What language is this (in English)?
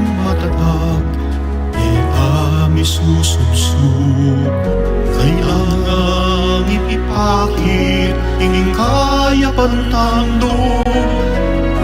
Pampanga